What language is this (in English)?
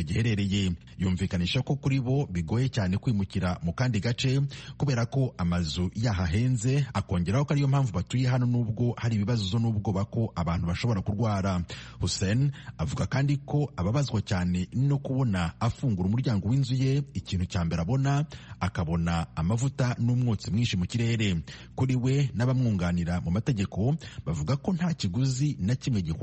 Kinyarwanda